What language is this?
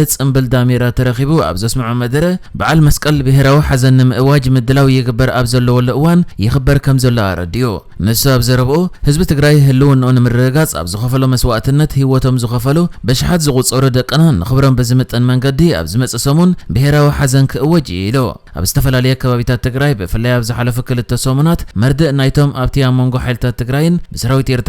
Tigrinya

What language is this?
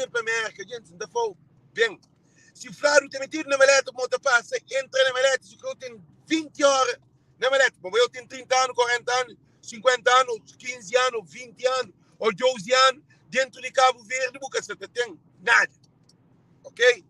Kabuverdianu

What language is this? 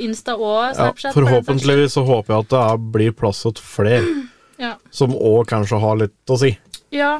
Norwegian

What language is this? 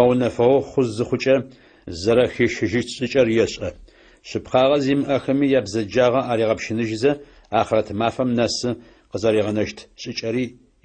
Adyghe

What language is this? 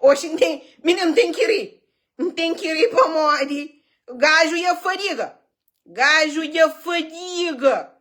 Kabuverdianu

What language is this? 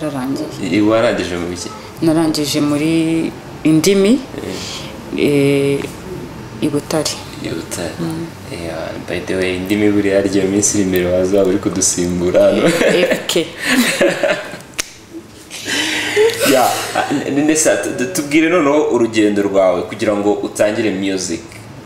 Kinyarwanda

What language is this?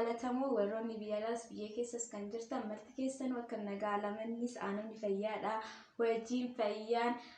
Oromo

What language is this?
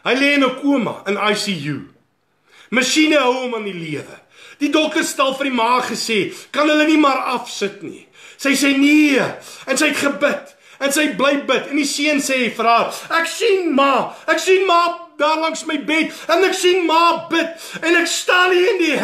Afrikaans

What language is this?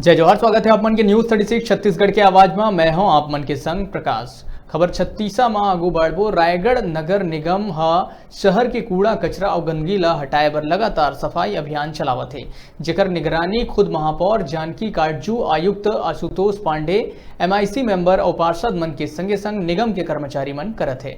Chhattisgarhi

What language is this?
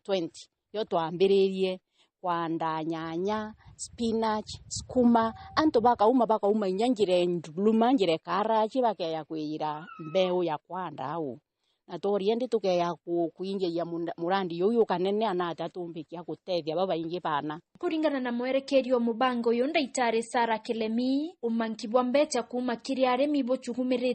Meru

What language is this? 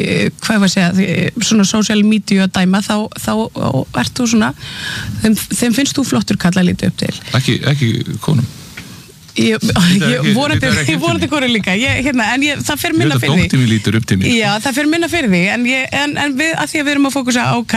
Icelandic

